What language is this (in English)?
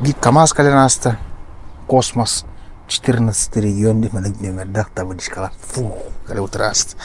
Yakut